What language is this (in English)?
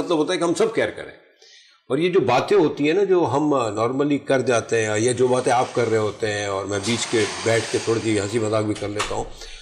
Urdu